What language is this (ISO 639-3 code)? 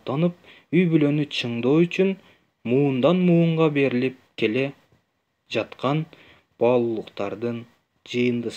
kir